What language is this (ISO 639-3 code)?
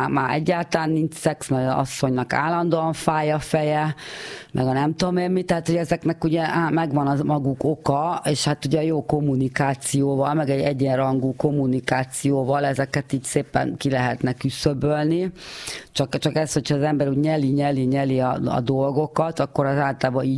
hun